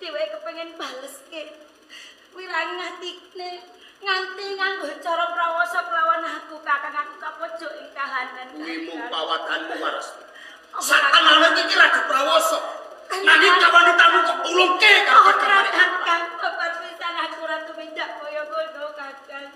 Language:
Javanese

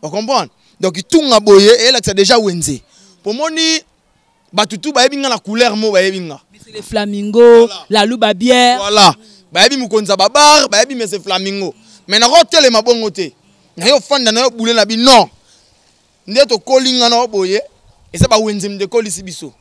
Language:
Lingala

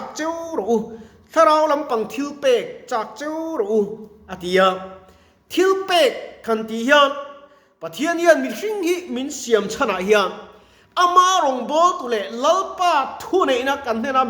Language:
Mizo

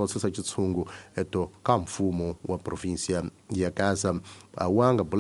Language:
Tsonga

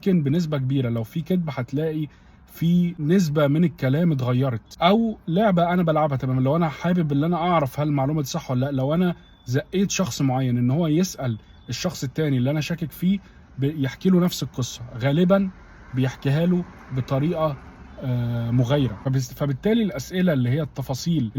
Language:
Egyptian Arabic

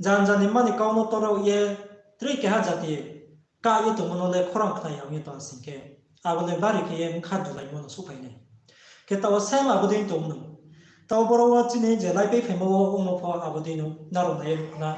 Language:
Riang (India)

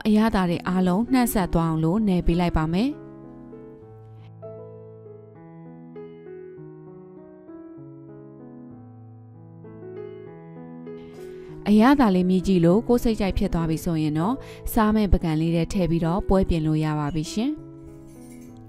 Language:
Burmese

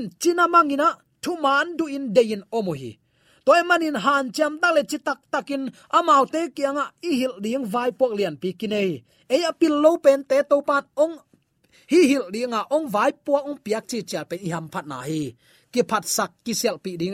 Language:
Tedim Chin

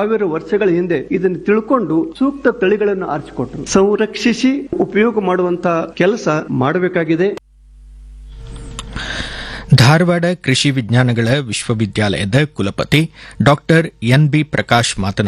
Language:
Kannada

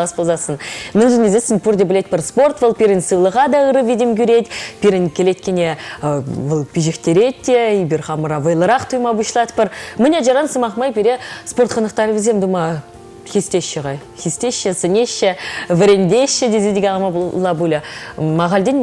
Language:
Chuvash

